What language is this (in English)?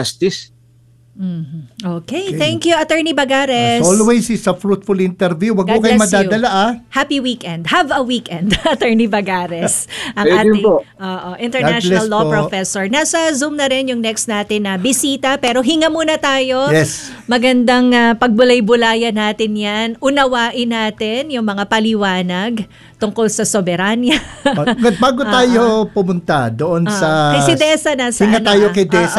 Filipino